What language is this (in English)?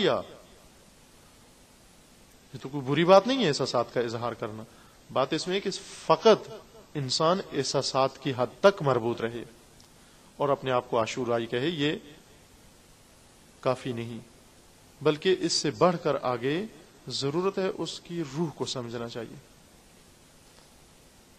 Urdu